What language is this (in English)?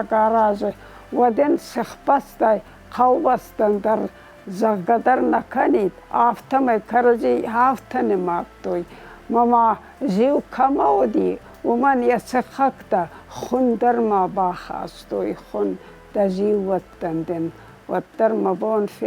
Ossetic